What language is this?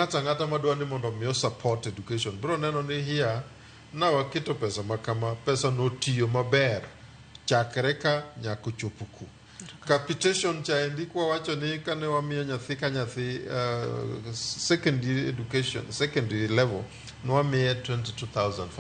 Luo (Kenya and Tanzania)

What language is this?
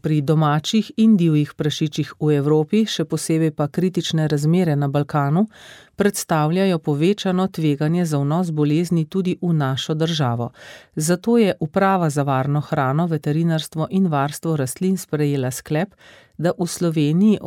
Slovenian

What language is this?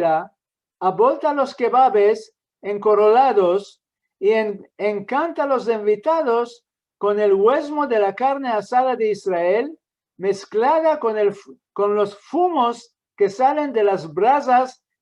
Ladino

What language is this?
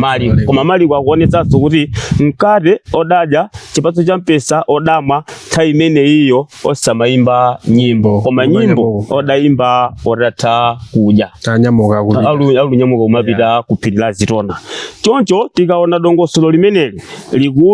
Nyanja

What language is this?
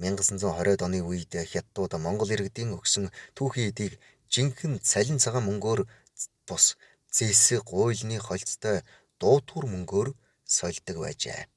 Mongolian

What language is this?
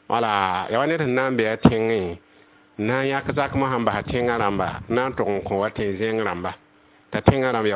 Mossi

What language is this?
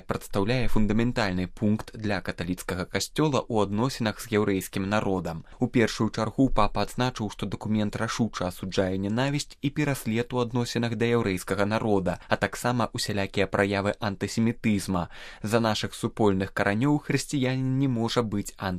Belarusian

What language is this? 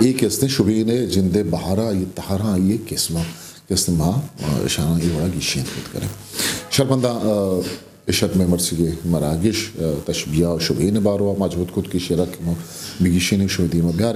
Eastern Balochi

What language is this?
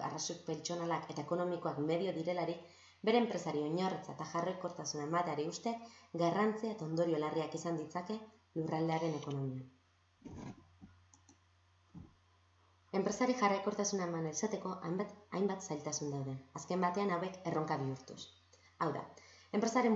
Basque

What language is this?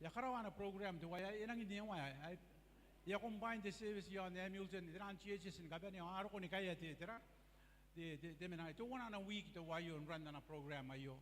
Gilbertese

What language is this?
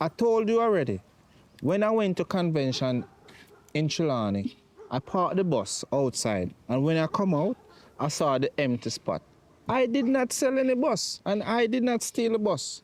Jamaican Creole English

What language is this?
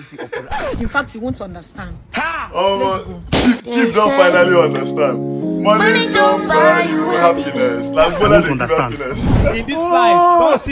Nigerian Pidgin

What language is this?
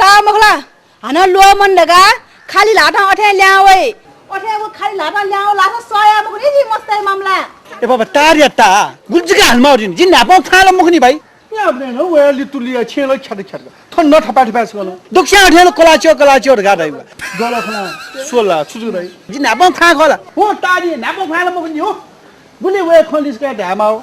Newari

